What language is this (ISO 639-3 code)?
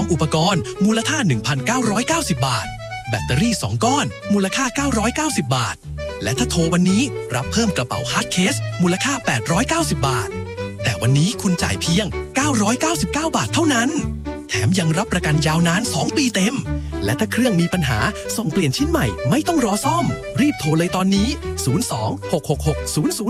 tha